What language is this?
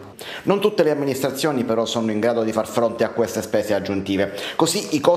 Italian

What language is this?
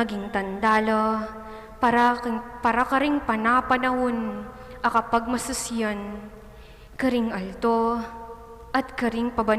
Pampanga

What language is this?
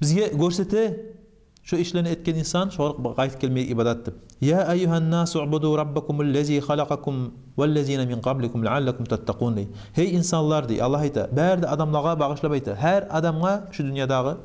Kumyk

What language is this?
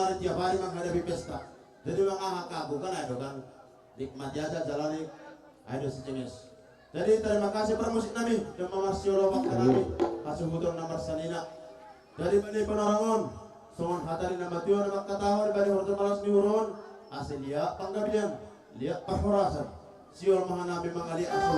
Batak Simalungun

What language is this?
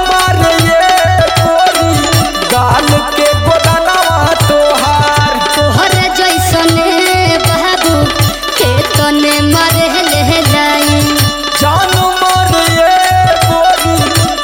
Bhojpuri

